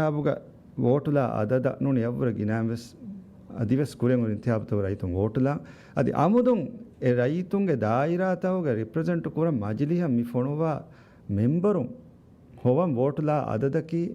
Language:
Divehi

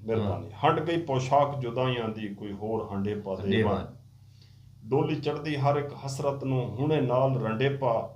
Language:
Saraiki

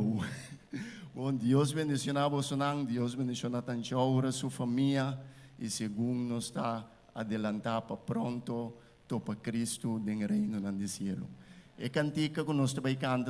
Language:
Papiamento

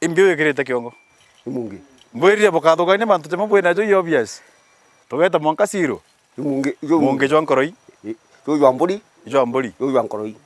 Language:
Meru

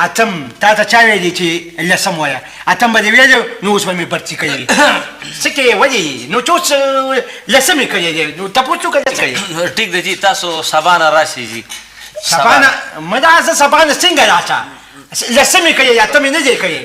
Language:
Pashto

